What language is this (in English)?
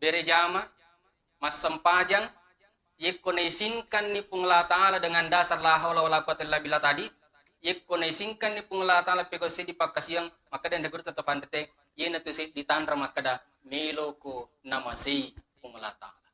Buginese